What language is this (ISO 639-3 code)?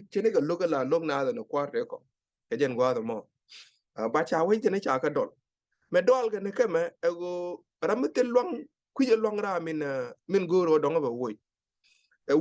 nus